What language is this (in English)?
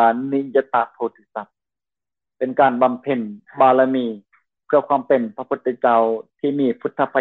Lao